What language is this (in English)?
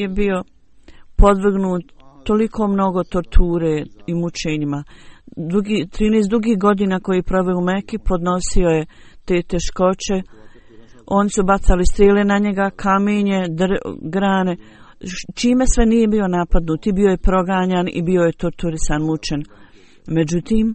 Bosnian